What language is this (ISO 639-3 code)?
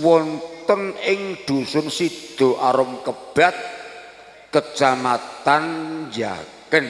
jav